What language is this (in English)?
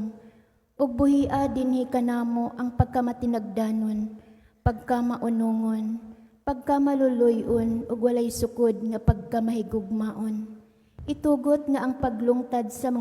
Cebuano